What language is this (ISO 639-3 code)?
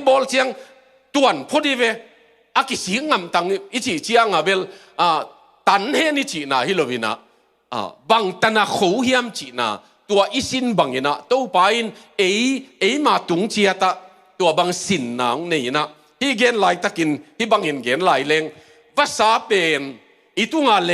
ctd